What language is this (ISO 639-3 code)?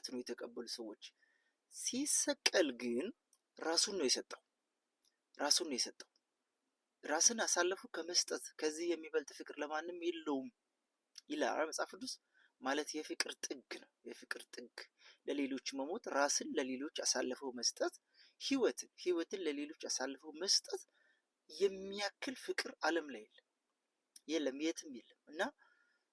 amh